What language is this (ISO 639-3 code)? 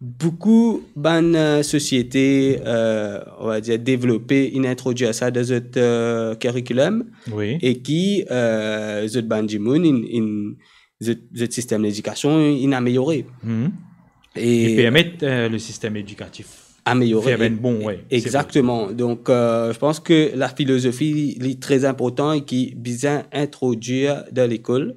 mfe